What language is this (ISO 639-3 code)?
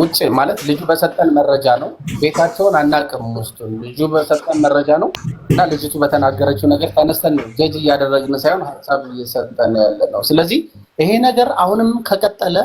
amh